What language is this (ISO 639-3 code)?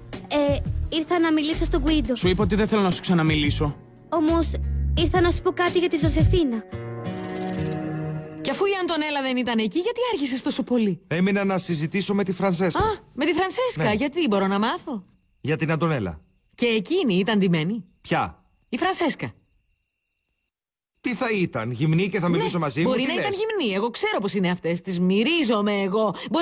ell